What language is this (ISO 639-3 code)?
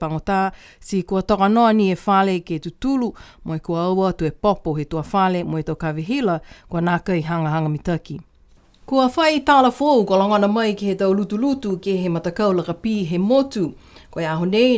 niu